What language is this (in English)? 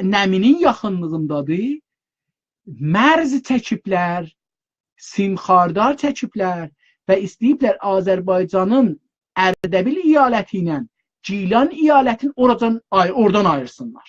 South Azerbaijani